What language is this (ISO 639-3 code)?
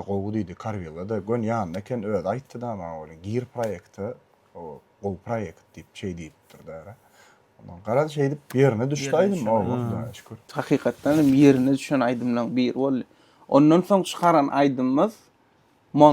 tuk